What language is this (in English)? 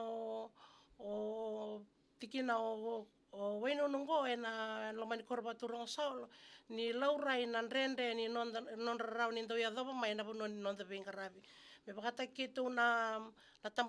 Fijian